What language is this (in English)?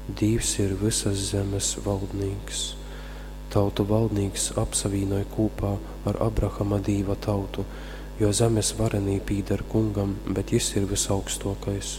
Latgalian